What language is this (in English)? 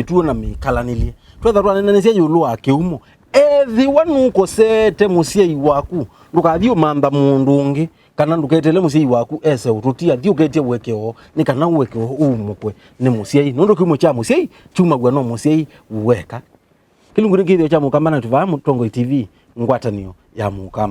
Kamba